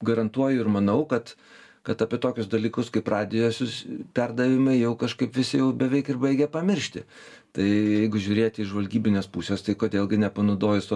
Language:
Lithuanian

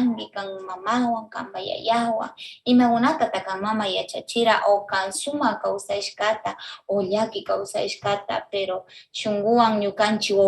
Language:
Northern Pastaza Quichua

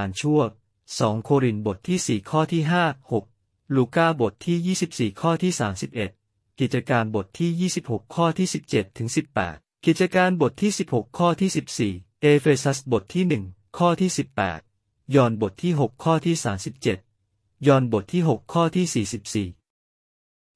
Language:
Thai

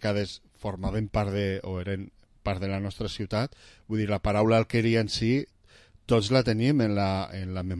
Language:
Catalan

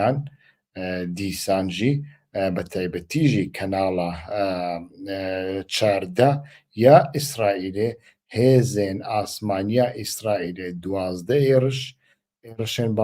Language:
Central Kurdish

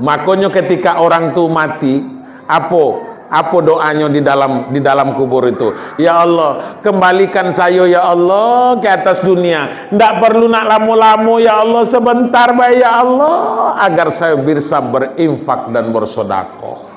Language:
Minangkabau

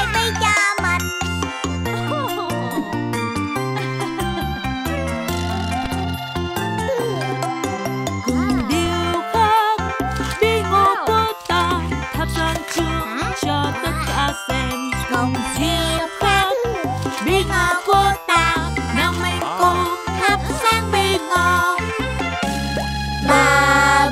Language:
Vietnamese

